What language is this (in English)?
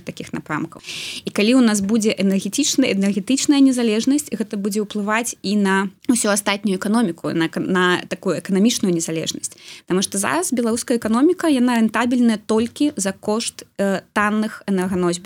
Belarusian